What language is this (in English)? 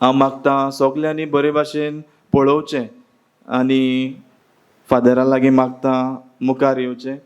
Konkani